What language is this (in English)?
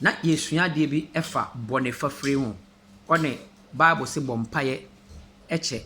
Akan